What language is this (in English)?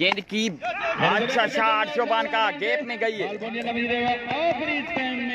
Hindi